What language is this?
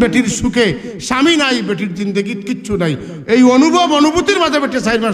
Sylheti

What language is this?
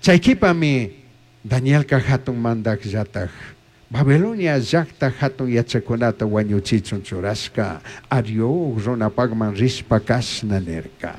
Chimborazo Highland Quichua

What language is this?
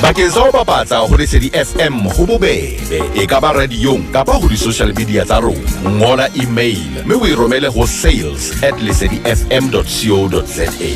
Southern Sotho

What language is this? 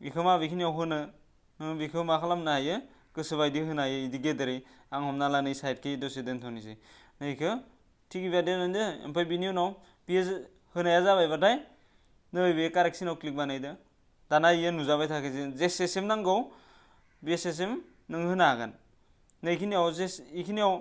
Bodo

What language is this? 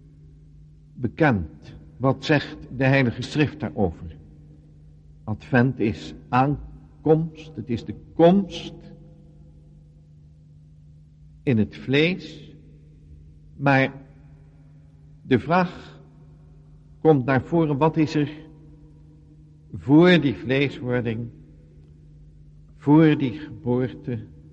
Dutch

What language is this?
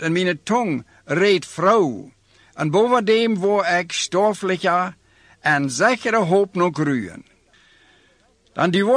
Dutch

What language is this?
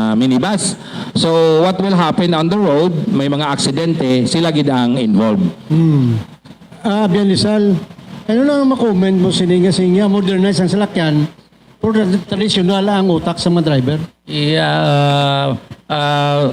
Hiligaynon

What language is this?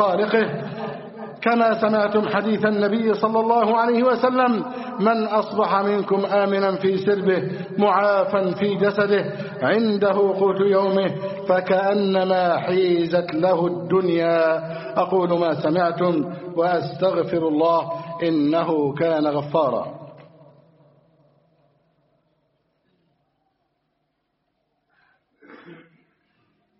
Arabic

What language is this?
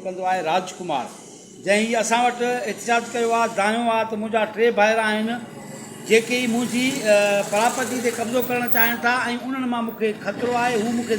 Sindhi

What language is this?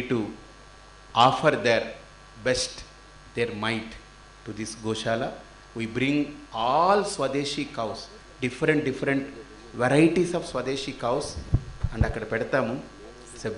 Telugu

